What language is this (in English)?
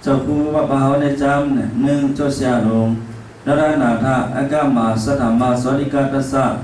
Shan